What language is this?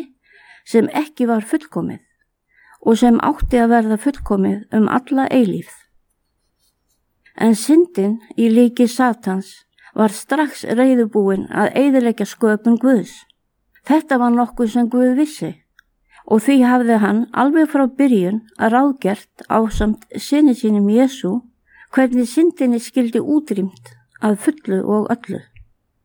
Icelandic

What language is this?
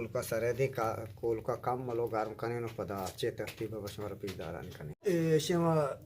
Eastern Balochi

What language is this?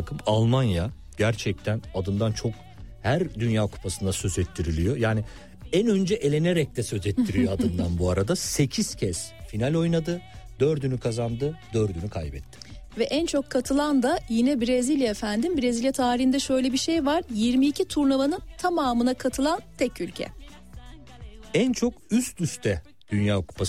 Turkish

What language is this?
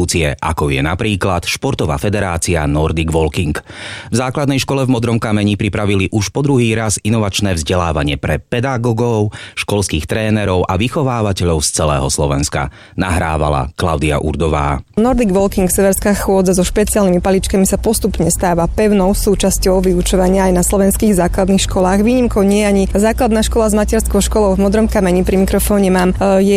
Slovak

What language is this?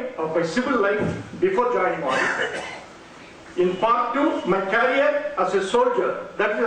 English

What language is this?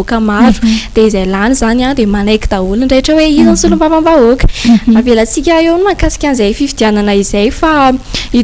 Malagasy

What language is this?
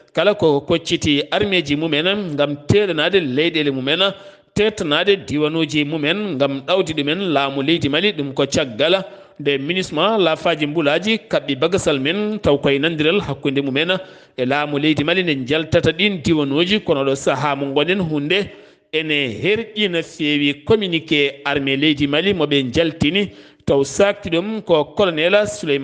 Fula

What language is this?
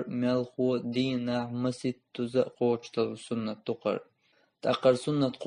Chechen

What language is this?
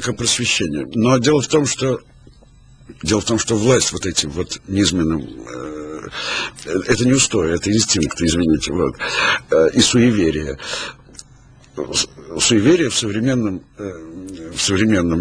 Russian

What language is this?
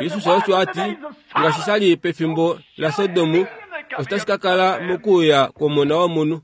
Kuanyama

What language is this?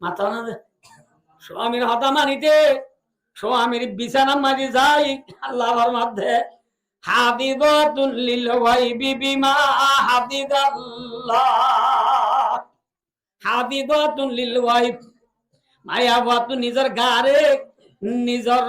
Rohingya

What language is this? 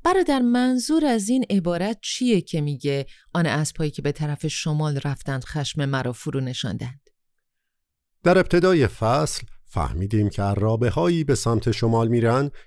Persian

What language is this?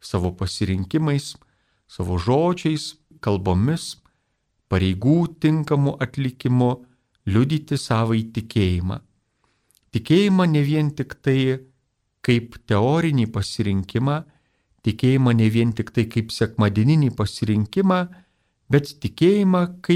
Lithuanian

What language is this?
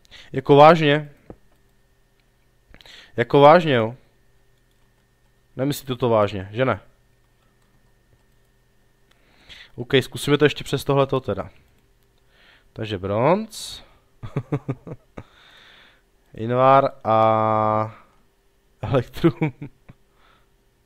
Czech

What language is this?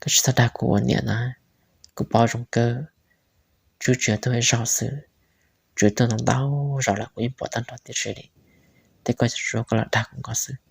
Hmong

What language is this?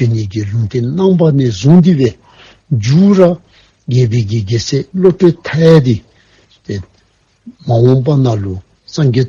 Dzongkha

